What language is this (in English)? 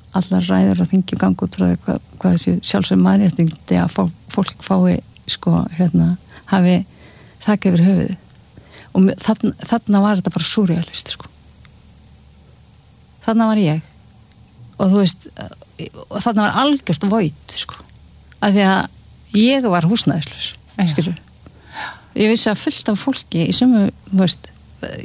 Icelandic